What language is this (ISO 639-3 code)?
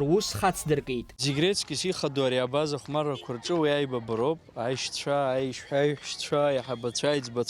abk